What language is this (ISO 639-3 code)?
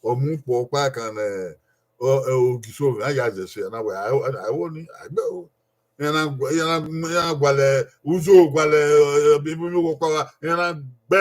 bin